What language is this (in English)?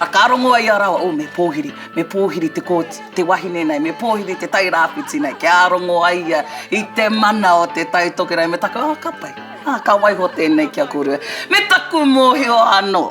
Māori